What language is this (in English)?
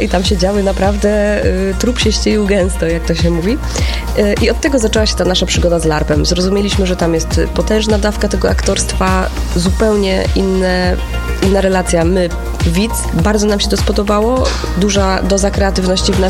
Polish